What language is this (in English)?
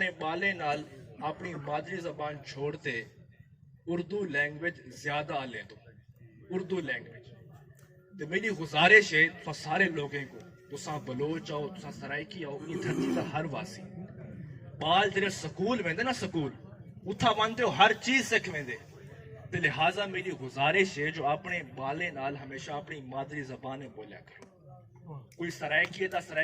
Saraiki